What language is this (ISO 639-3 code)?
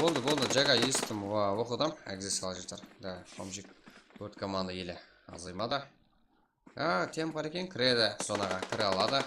kaa